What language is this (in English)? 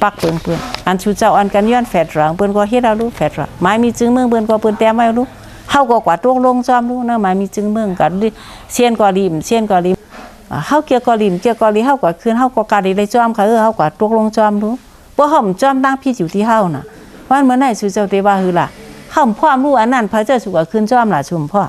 Shan